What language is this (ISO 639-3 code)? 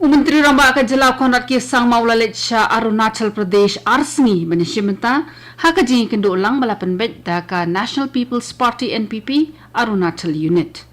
kha